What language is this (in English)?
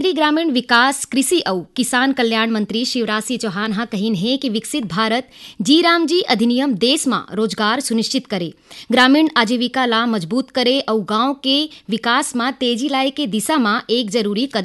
Chhattisgarhi